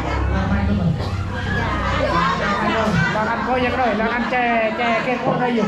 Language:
Central Mnong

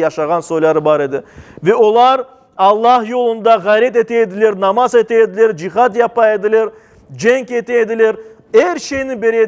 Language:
Crimean Tatar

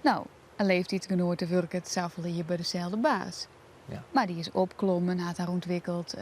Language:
Western Frisian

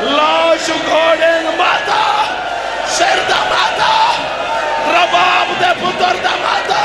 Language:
Saraiki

